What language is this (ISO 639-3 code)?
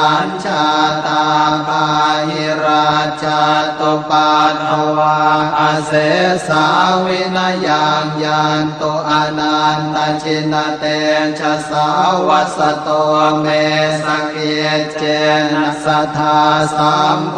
pli